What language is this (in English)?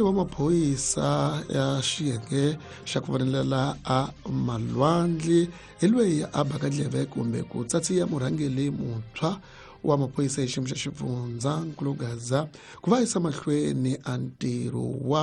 Tsonga